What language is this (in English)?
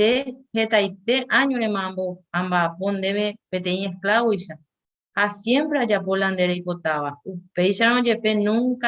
Guarani